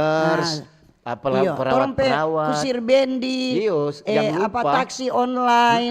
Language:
Manado Malay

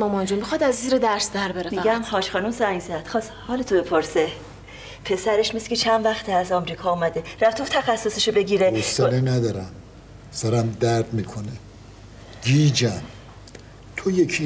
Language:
Persian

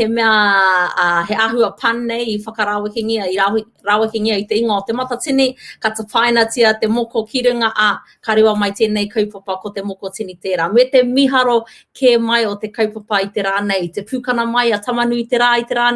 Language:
Māori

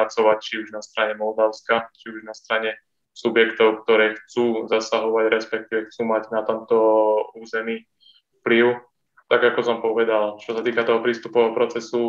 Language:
Slovak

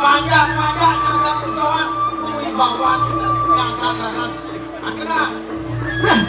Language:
Balinese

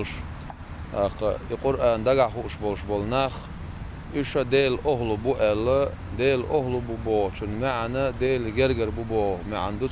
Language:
Chechen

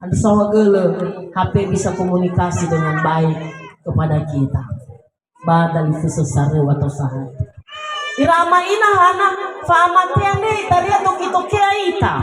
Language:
Nias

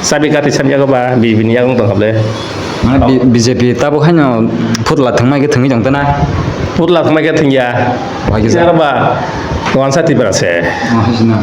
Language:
Kok Borok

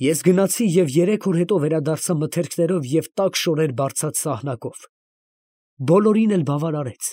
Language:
Armenian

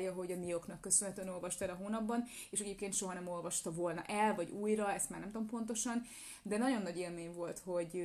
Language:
Hungarian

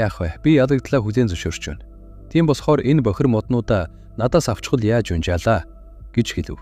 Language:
Mongolian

